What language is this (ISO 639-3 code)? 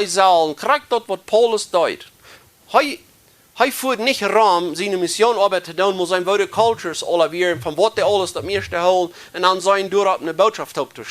pdt